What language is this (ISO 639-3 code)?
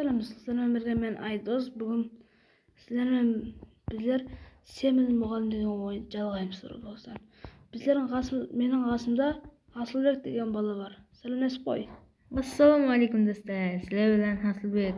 kaa